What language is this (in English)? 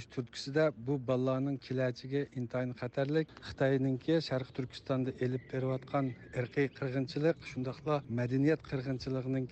Uyghur